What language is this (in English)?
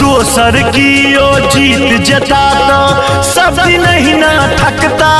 Maithili